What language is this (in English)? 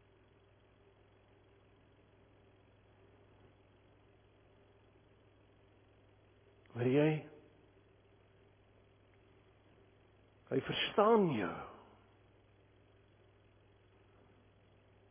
Afrikaans